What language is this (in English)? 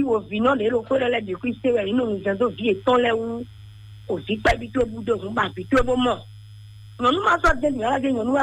Fon